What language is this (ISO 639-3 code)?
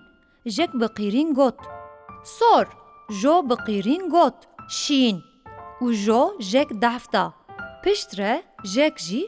kur